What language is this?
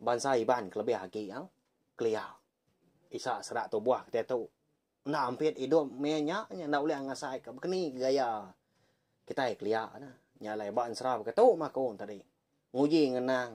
Iban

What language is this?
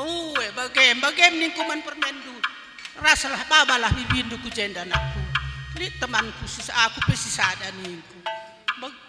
Batak Karo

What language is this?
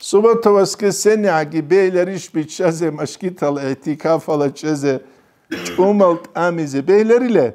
Avaric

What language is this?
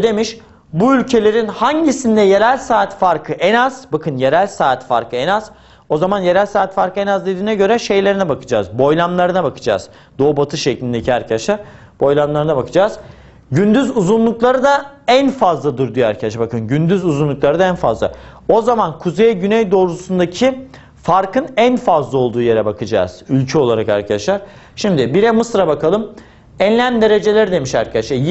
Turkish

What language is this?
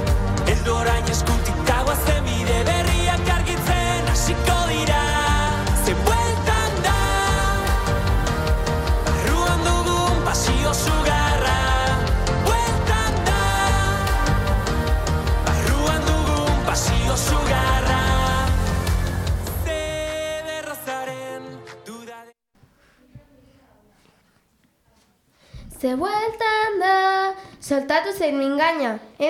Basque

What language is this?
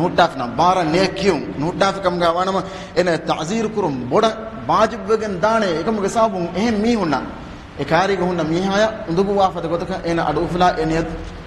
Divehi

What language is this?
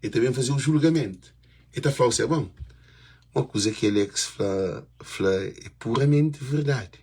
Kabuverdianu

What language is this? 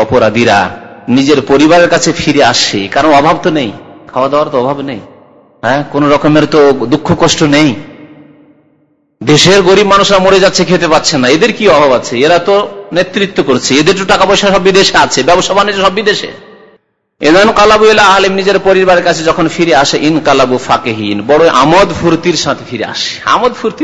Bangla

